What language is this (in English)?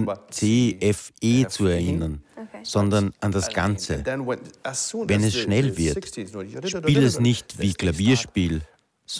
German